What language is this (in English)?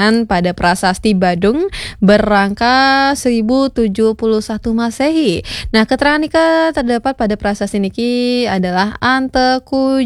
Balinese